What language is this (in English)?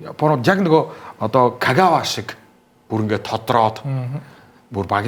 Mongolian